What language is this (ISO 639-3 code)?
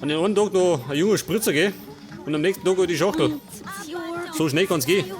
bar